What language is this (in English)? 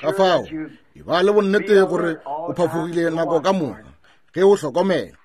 Northern Sotho